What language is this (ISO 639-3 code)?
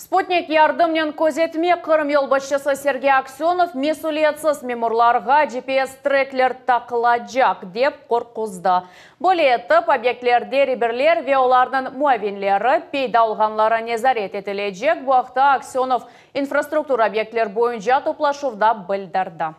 crh